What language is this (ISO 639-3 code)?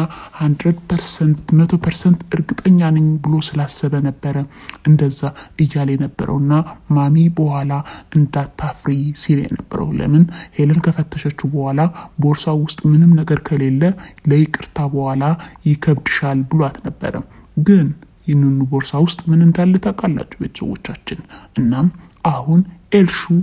amh